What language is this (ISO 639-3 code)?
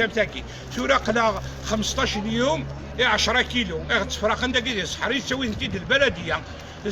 kab